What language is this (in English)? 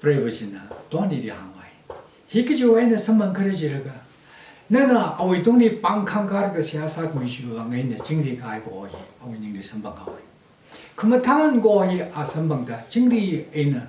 Tangkhul Naga (India)